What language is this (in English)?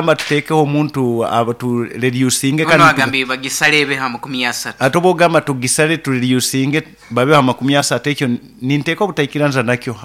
Nyoro